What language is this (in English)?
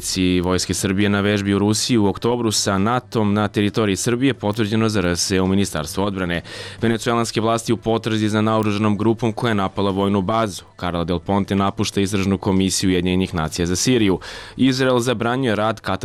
Serbian